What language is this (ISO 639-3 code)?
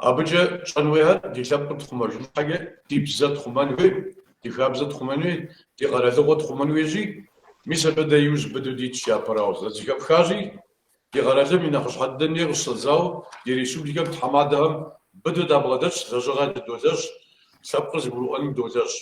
kbd